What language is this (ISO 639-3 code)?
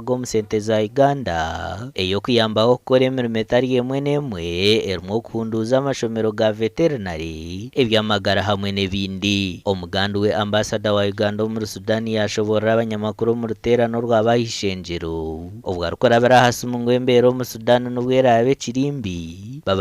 nyn